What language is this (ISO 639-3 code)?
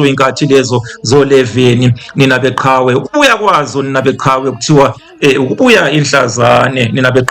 zul